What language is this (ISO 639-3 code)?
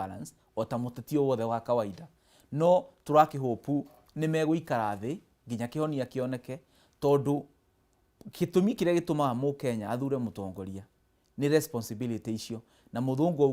kik